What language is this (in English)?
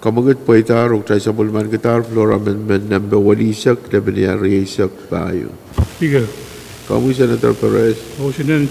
Pohnpeian